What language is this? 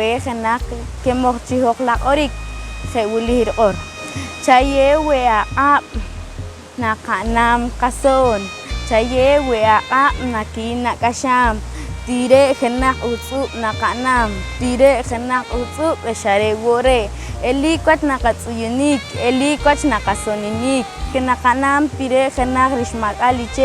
Poqomchi'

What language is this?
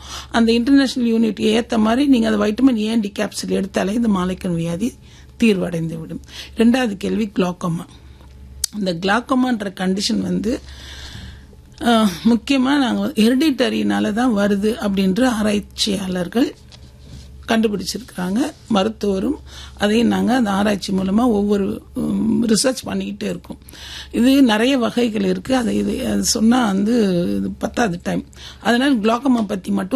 Tamil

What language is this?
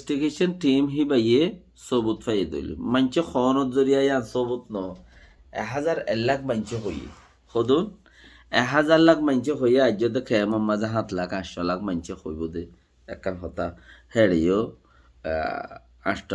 Rohingya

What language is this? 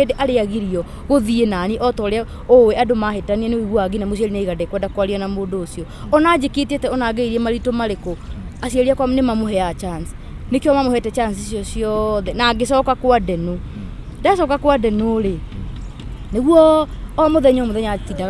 Kikuyu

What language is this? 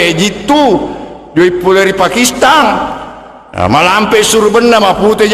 Buginese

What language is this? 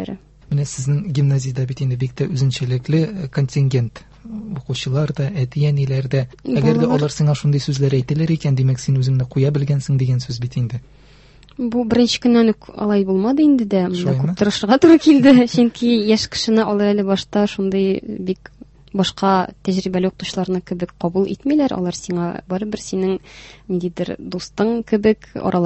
Tatar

